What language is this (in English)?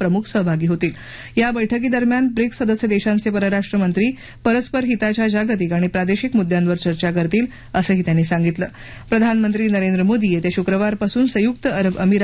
Marathi